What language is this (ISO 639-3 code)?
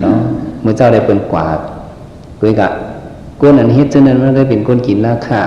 shn